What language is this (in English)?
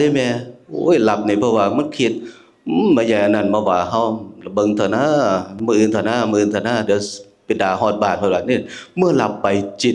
Northeastern Thai